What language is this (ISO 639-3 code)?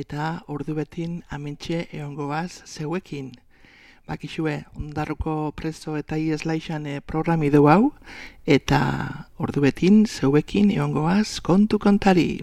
eus